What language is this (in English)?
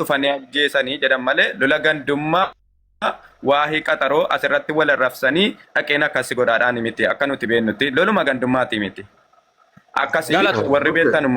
Oromo